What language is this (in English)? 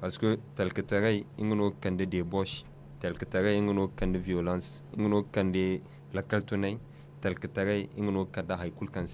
Zarma